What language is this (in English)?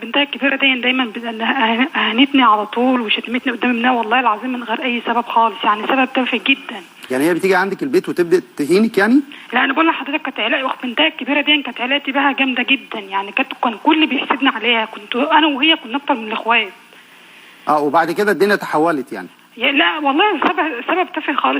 Egyptian Arabic